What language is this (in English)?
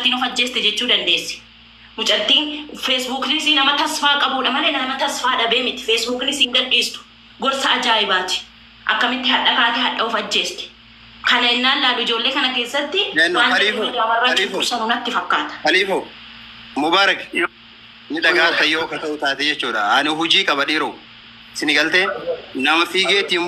Oromo